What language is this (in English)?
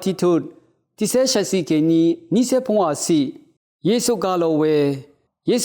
Rawang